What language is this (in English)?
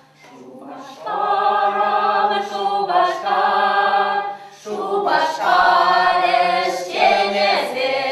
Chuvash